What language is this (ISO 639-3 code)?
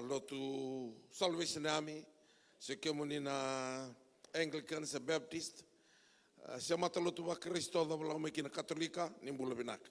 fij